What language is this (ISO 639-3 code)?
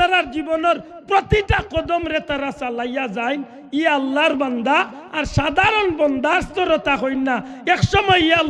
syl